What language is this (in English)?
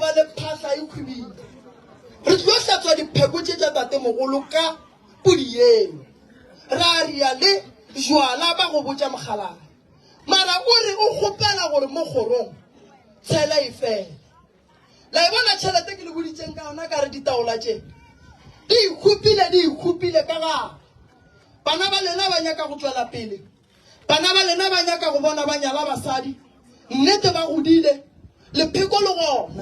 Northern Sotho